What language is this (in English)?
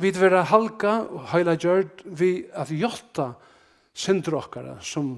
Faroese